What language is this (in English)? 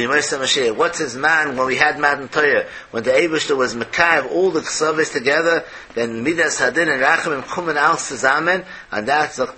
Yiddish